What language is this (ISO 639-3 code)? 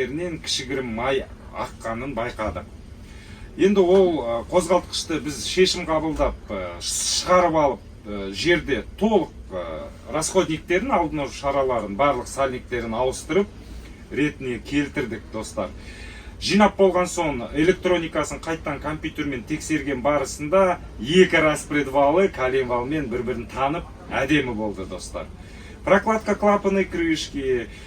kaz